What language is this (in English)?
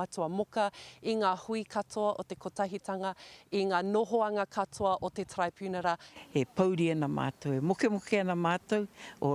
Māori